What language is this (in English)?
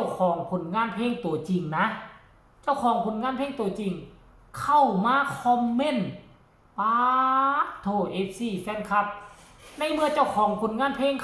Northeastern Thai